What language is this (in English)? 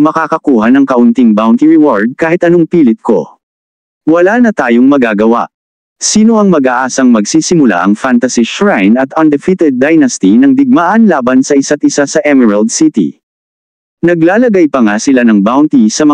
Filipino